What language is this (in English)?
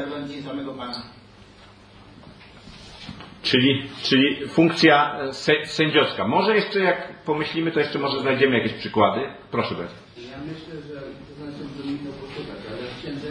Polish